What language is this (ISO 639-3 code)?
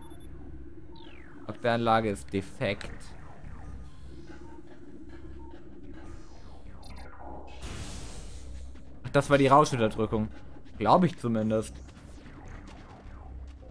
deu